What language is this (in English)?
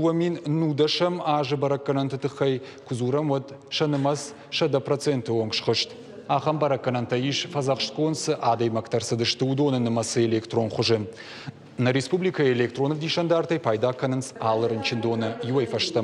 Ossetic